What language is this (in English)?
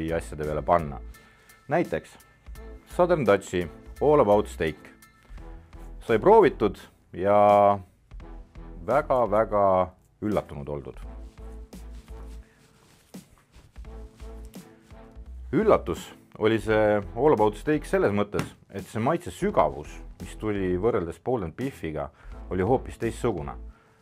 Estonian